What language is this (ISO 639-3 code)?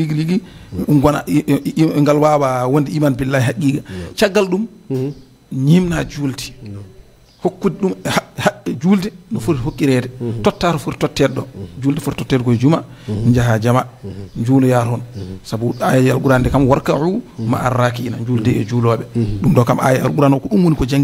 ful